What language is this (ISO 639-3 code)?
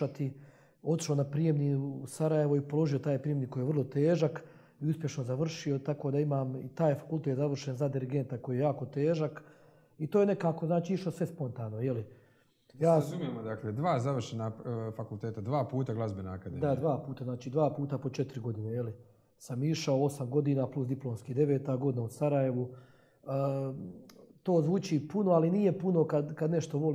hrv